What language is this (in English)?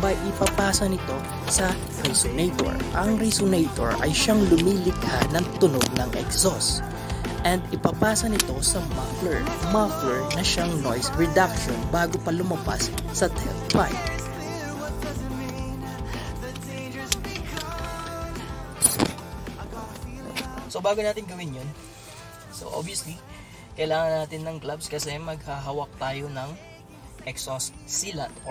Filipino